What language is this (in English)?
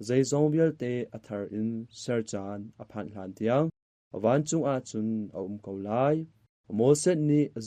Hakha Chin